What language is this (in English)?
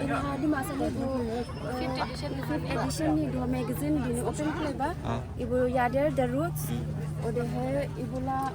Dimasa